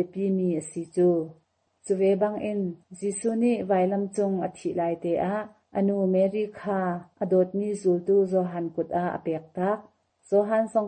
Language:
Hakha Chin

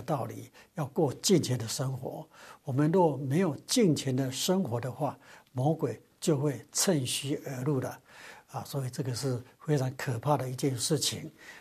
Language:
Chinese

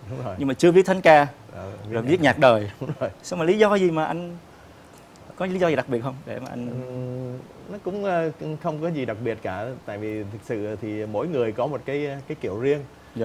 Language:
Vietnamese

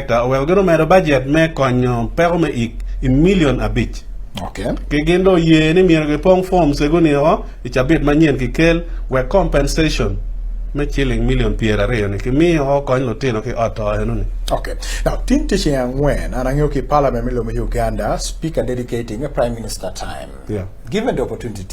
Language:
Acoli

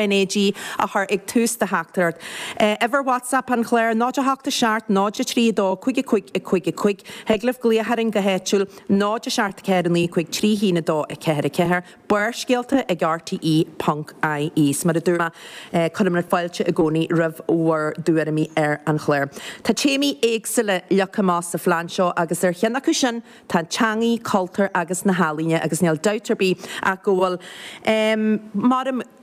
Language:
Irish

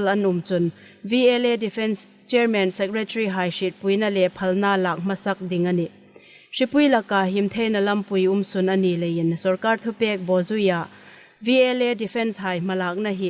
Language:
Hmar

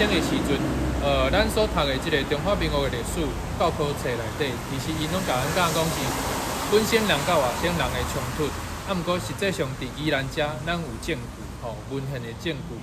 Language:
Min Nan Chinese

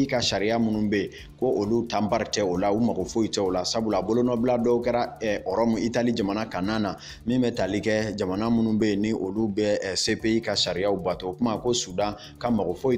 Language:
Bambara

